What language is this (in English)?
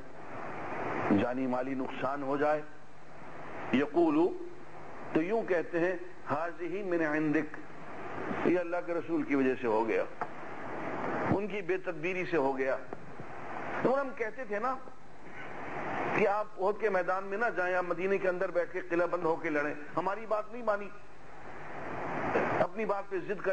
Urdu